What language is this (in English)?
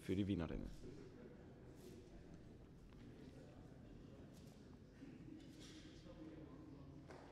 German